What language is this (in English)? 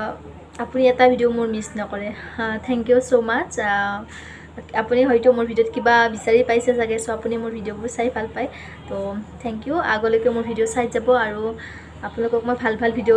Assamese